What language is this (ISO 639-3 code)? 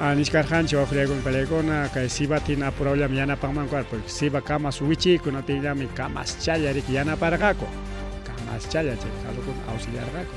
quy